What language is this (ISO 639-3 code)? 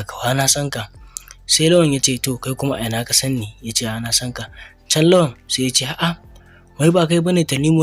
hau